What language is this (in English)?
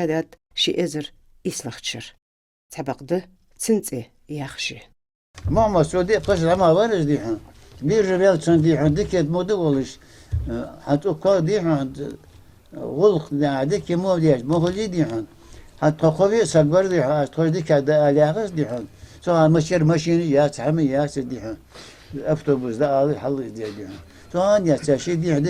Ingush